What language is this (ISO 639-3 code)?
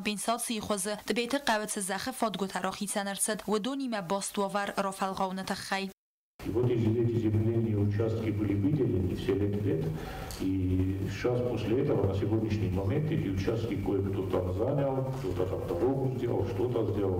oss